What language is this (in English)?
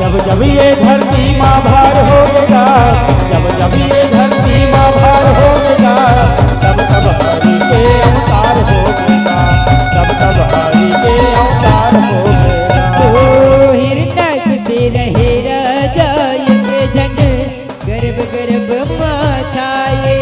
Chhattisgarhi